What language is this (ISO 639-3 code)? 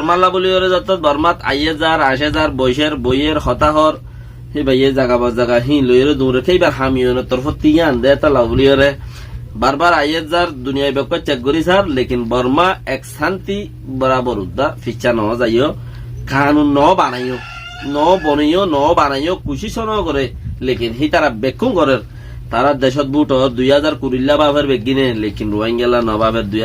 rhg